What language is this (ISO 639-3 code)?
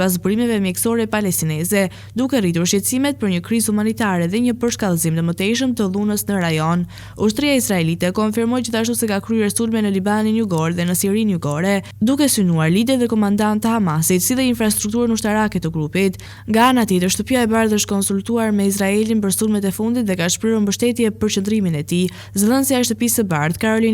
sqi